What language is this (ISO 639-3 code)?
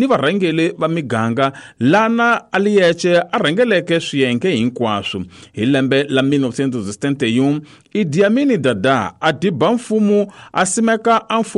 tso